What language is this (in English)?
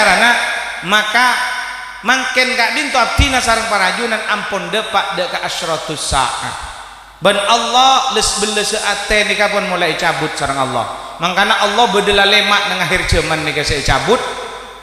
Madurese